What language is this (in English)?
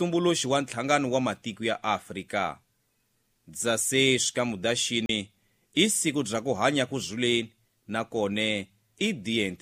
Tsonga